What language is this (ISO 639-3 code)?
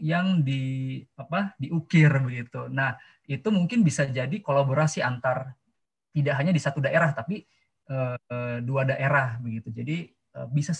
ind